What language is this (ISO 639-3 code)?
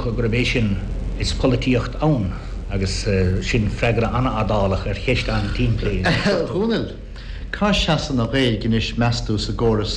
gle